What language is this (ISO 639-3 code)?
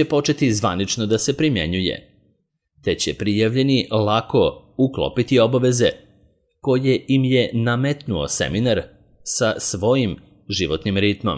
srp